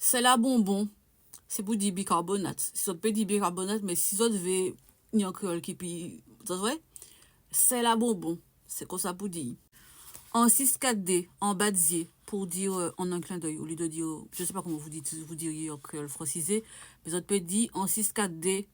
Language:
Guadeloupean Creole French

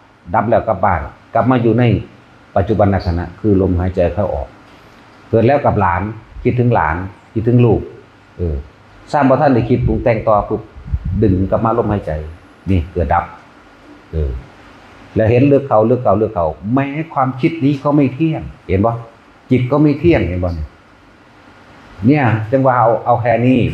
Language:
Northeastern Thai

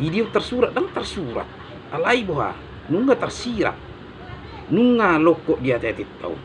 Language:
Batak Toba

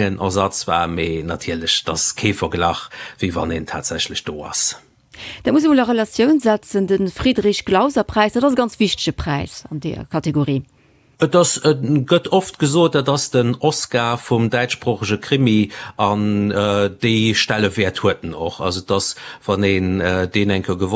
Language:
Luxembourgish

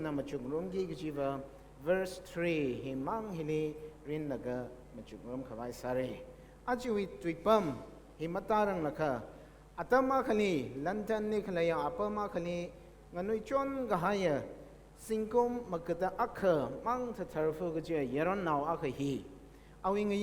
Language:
Tangkhul Naga (India)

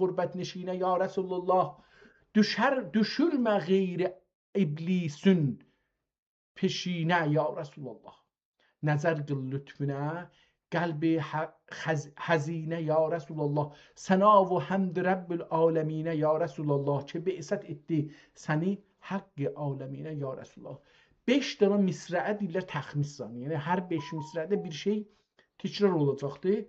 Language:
South Azerbaijani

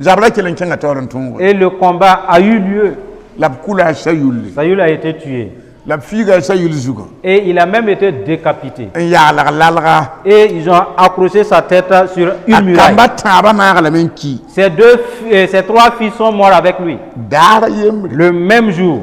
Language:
Mossi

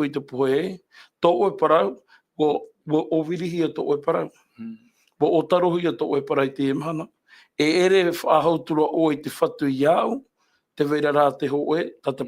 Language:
Tahitian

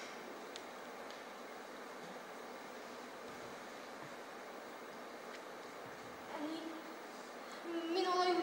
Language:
Tatar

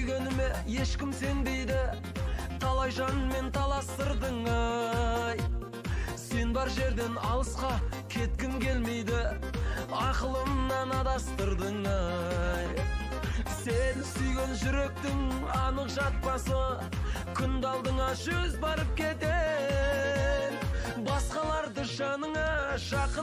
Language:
Kazakh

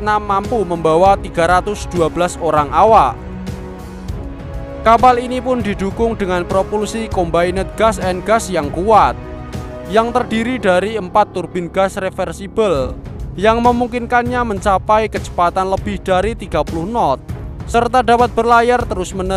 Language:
Indonesian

